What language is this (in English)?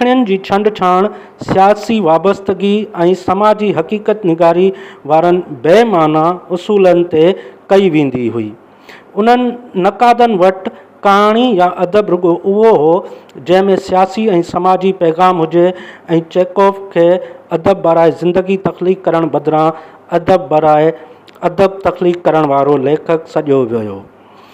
Sindhi